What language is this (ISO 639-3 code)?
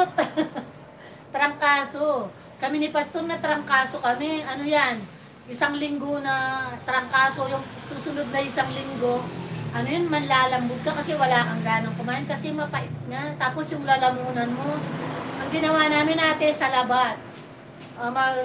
fil